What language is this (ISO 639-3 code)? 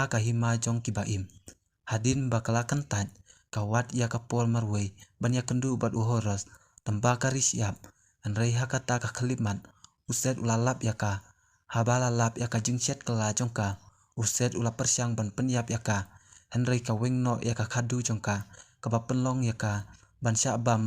kha